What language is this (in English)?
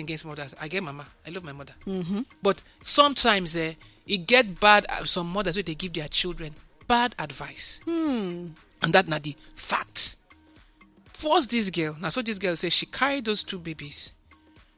Nigerian Pidgin